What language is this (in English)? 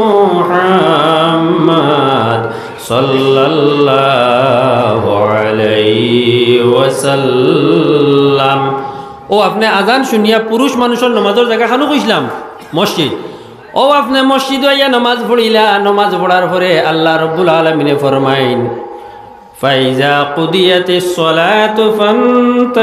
Sylheti